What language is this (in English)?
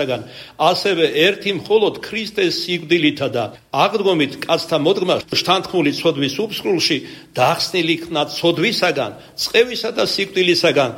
Georgian